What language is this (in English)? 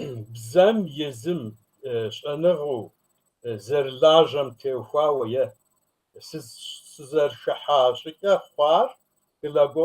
Kabardian